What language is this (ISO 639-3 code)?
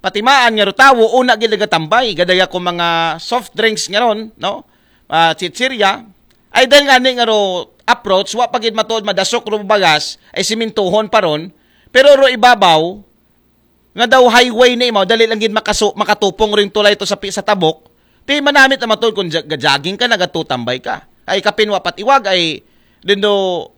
akl